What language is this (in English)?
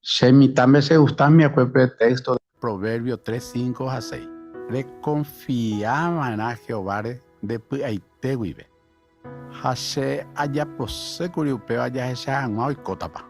Guarani